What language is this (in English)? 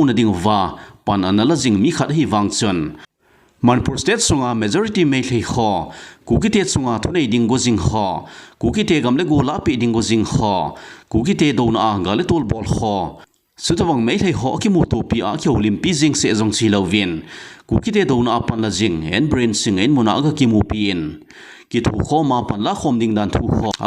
Thado Chin